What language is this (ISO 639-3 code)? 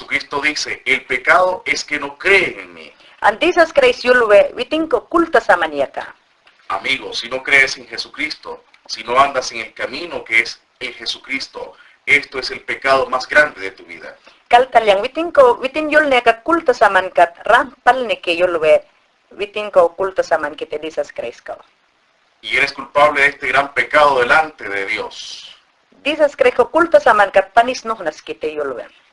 yan